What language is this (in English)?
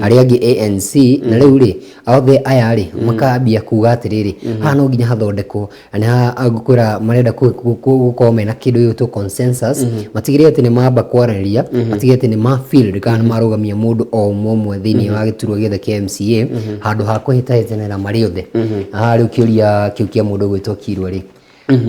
Kikuyu